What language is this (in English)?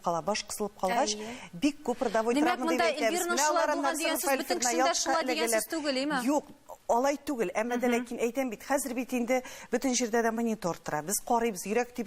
Tatar